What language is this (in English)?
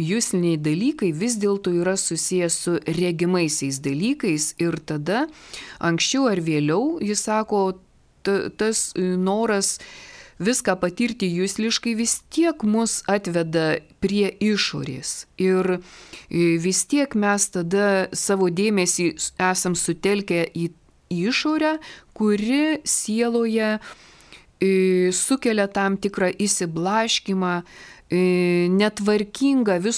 Lithuanian